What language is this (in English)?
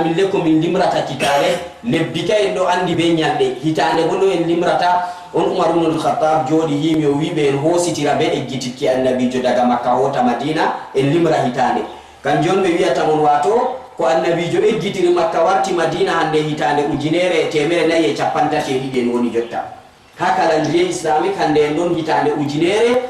Fula